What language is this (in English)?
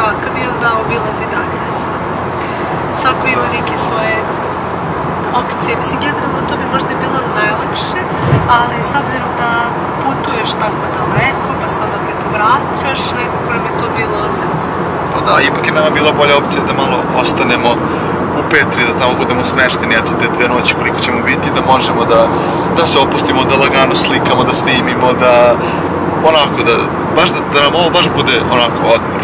Serbian